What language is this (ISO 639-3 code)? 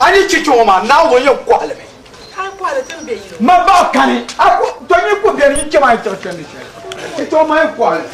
dag